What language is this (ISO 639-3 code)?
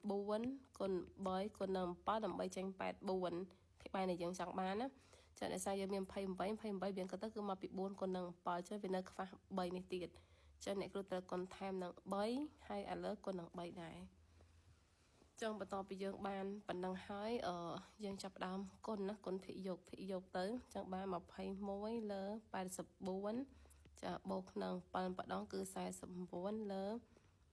khm